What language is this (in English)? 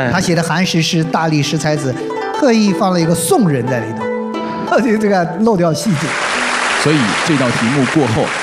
Chinese